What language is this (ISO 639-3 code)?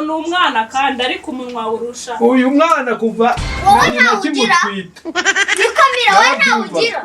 kin